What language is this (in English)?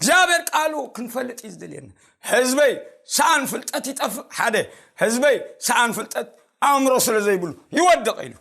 Tigrinya